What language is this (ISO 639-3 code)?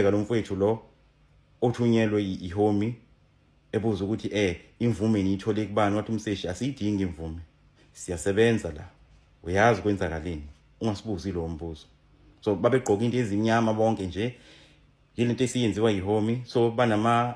zul